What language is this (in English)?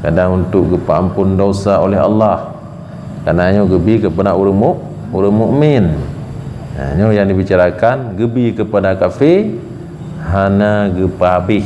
Achinese